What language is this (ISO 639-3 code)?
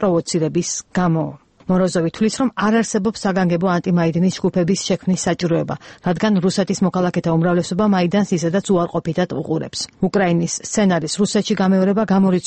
kat